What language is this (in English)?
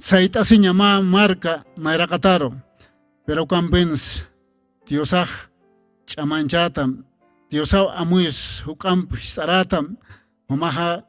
Aymara